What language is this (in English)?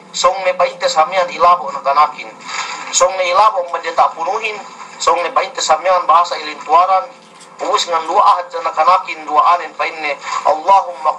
Yakan